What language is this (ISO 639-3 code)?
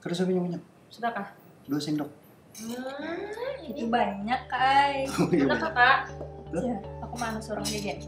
bjn